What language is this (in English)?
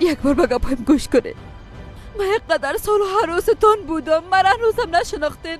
Persian